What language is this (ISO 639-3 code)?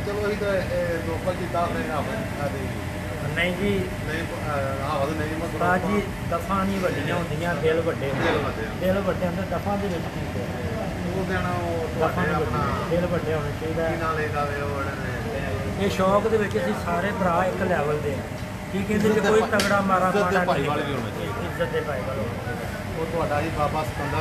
pan